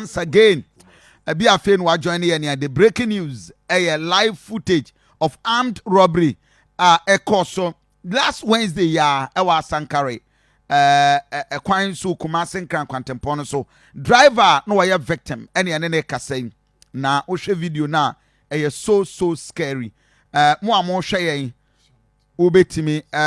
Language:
Akan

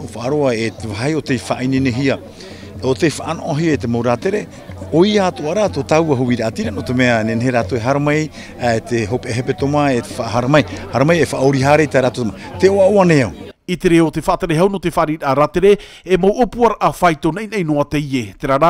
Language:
Tahitian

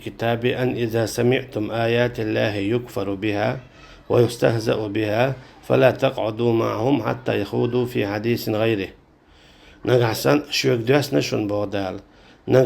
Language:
Chechen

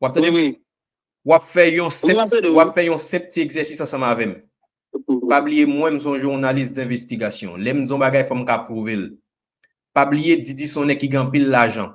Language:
Haitian Creole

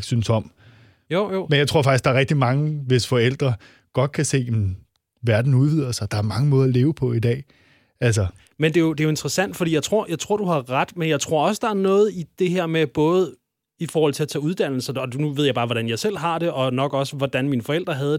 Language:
Danish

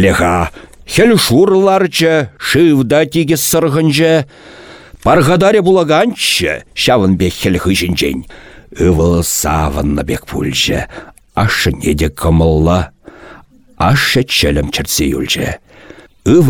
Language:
Chuvash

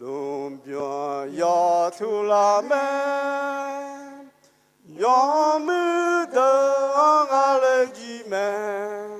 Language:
Akha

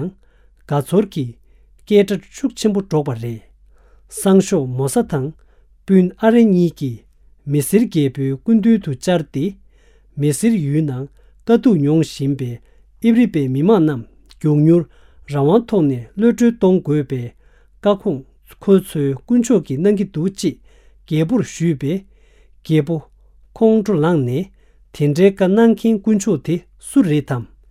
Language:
Tibetan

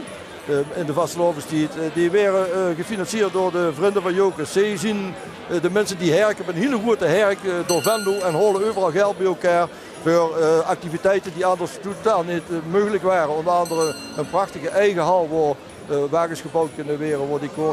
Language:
Limburgish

